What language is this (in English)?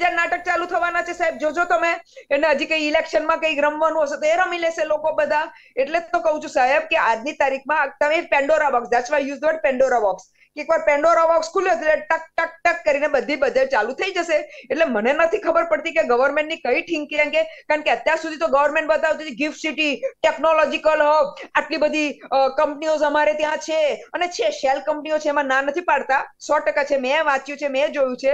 Gujarati